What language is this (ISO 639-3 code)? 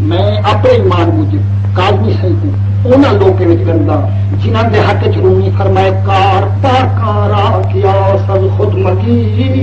skr